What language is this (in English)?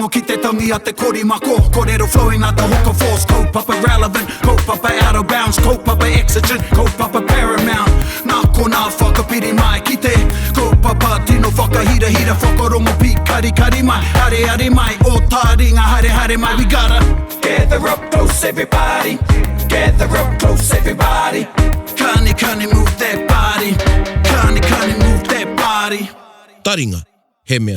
Māori